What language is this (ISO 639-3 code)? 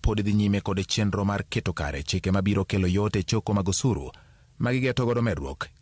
luo